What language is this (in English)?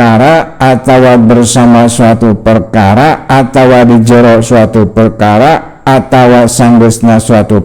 Sundanese